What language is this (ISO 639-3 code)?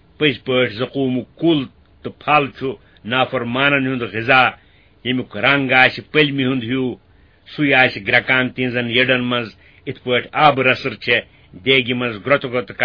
kas